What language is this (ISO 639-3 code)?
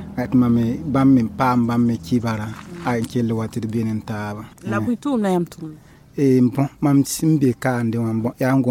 mos